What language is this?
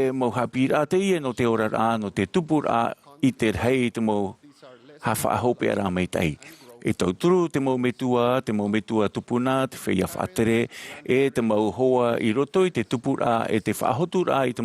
Tahitian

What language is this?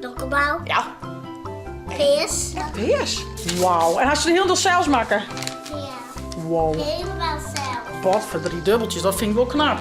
Western Frisian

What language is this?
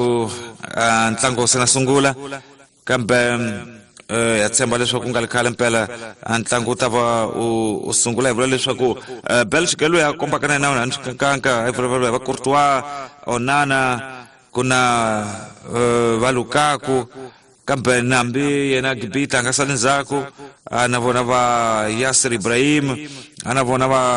Tsonga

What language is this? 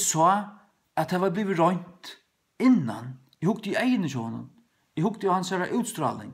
Faroese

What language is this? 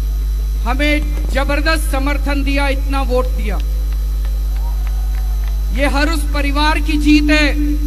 Hindi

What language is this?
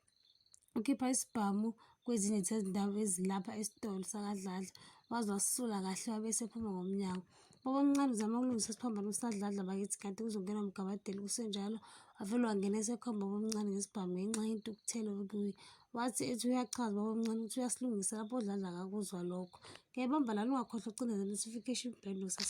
Zulu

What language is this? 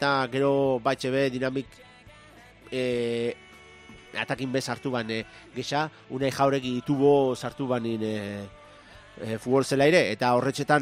Basque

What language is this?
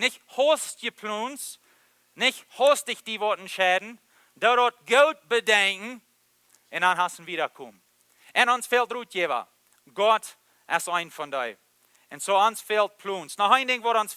Plautdietsch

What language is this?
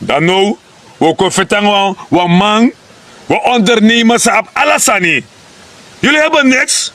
Sranan Tongo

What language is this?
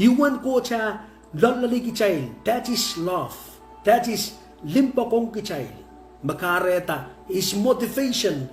Pohnpeian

